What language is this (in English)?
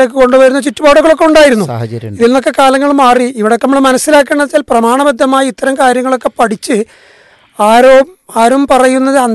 Malayalam